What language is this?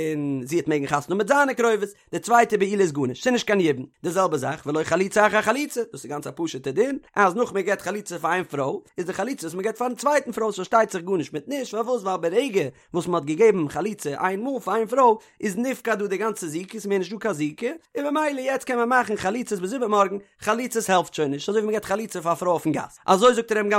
Yiddish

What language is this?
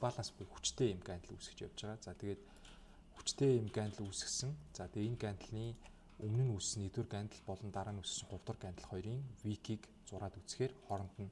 Mongolian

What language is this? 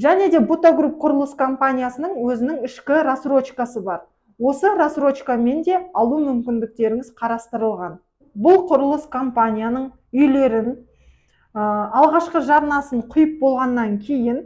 Kazakh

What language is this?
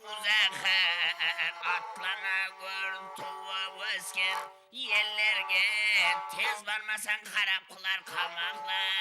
Kara-Kalpak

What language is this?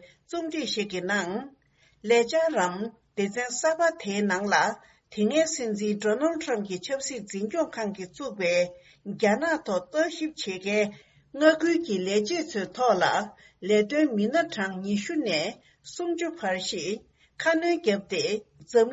Tibetan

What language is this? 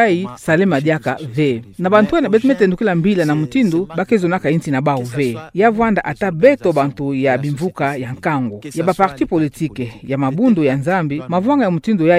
Kituba (Democratic Republic of Congo)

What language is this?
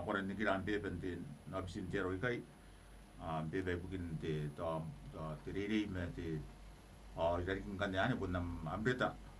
Gilbertese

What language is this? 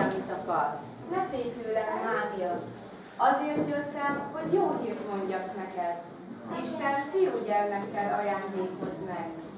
Hungarian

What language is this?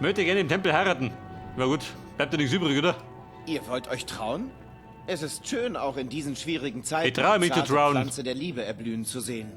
Bavarian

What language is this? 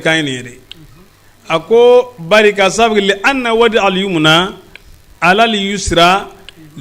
Bambara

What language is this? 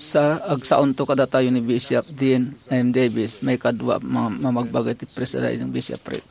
Iloko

